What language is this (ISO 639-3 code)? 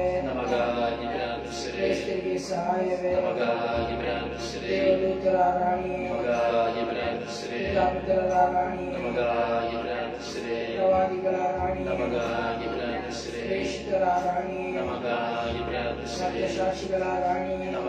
kan